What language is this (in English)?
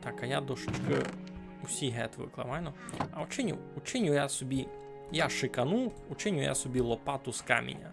Rusyn